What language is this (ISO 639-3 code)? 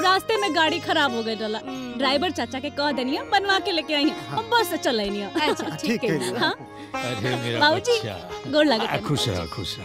bho